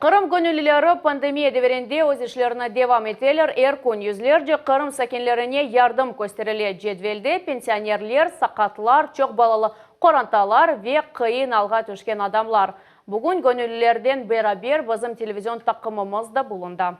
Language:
Crimean Tatar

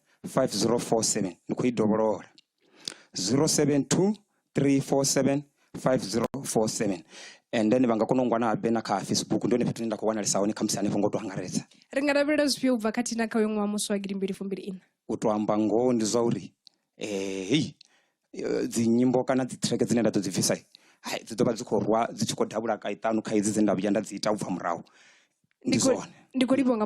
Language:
Venda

